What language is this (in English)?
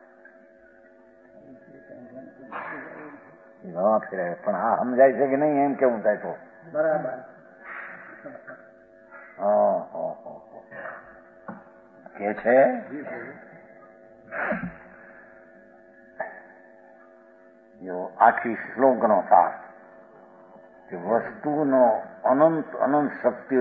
Gujarati